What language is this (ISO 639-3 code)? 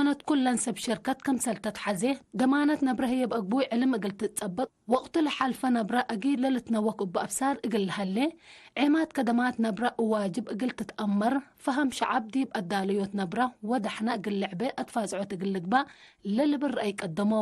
tig